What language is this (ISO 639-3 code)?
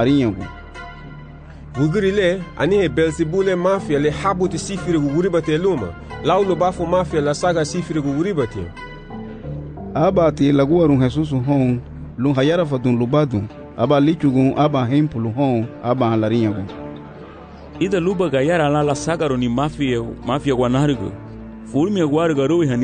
cab